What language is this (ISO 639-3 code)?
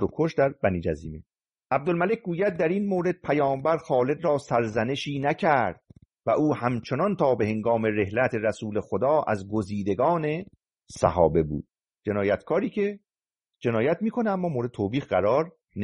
fas